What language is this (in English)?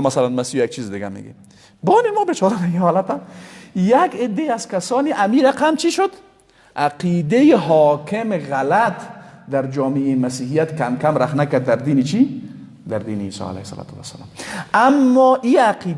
Persian